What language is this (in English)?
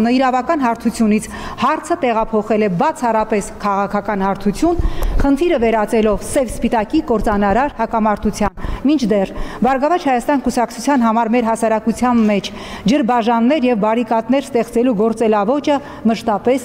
Armenian